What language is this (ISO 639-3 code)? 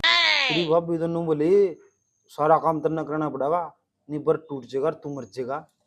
bgc